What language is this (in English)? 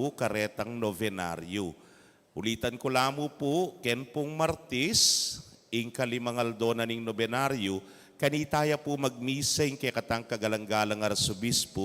Pampanga